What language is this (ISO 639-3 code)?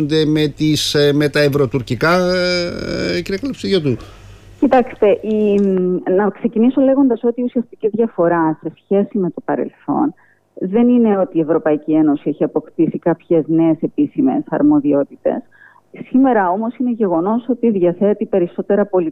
ell